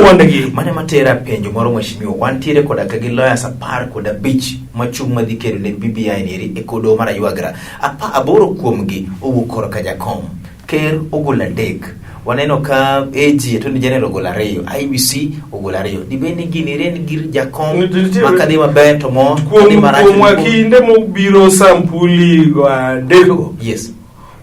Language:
Luo (Kenya and Tanzania)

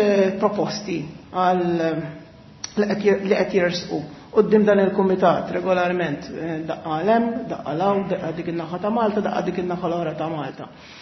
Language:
Maltese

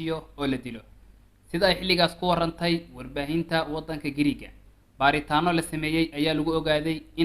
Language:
Somali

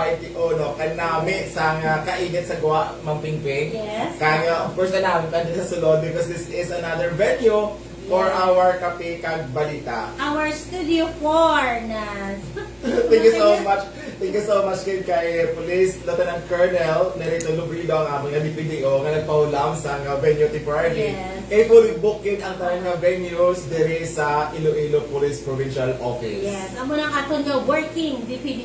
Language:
Hiligaynon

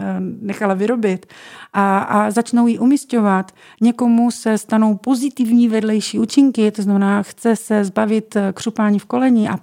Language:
Czech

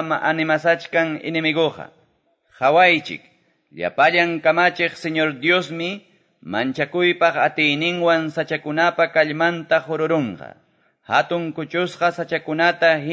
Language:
Quechua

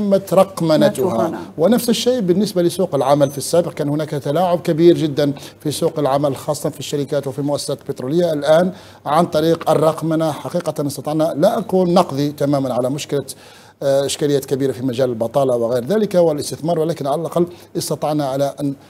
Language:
Arabic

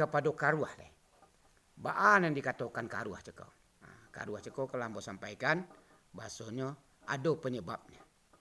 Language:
Minangkabau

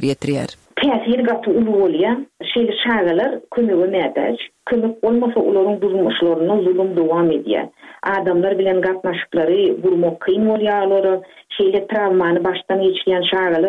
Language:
Turkmen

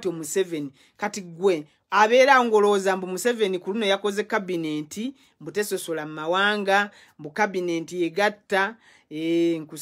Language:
Ganda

